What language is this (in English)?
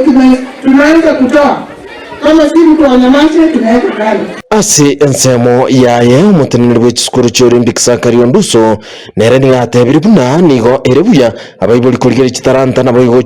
Gusii